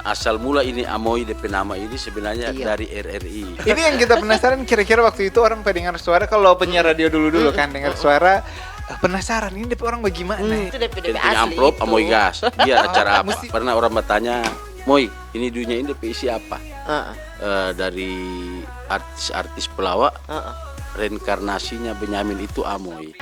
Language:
Manado Malay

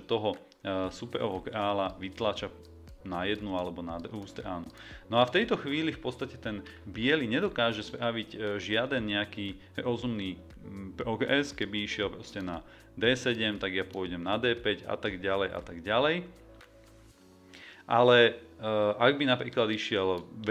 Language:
Slovak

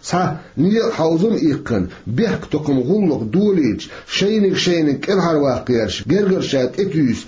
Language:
Chechen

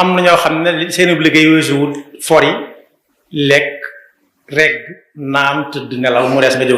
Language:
Wolof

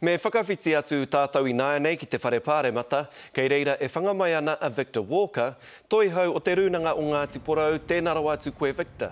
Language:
Māori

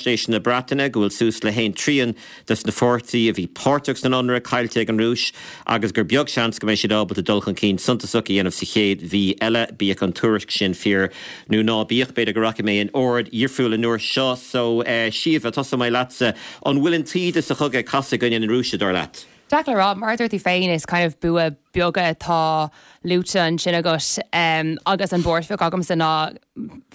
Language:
Irish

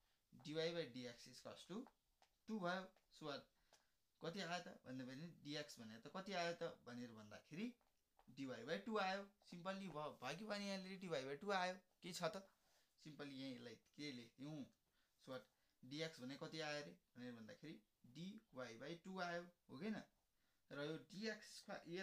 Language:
Nepali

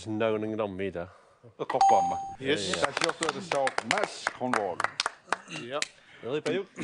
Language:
Kalaallisut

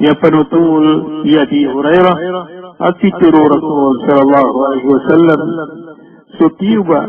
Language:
Maranao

